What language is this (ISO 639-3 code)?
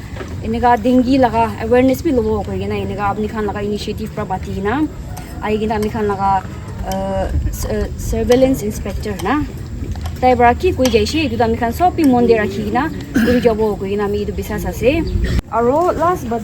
nag